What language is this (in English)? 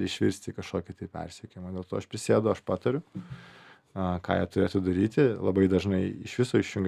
Lithuanian